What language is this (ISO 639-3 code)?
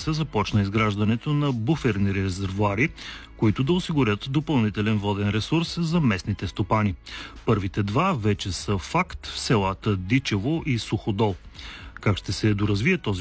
bul